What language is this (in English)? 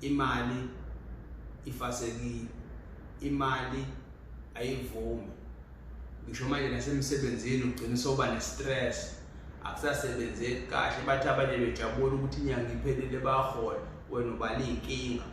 Zulu